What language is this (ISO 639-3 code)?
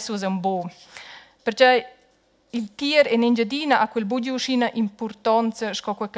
roh